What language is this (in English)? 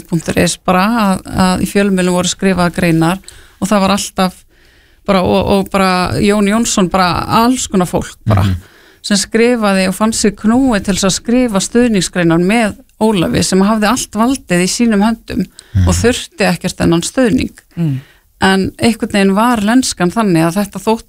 Icelandic